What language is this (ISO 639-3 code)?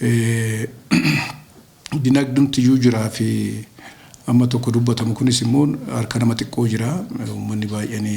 orm